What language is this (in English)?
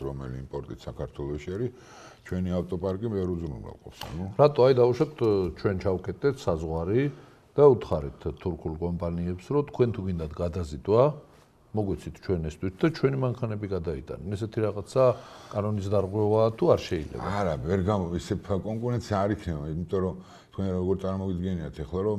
Georgian